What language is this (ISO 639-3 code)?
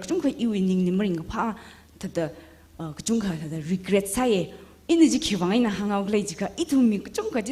nmf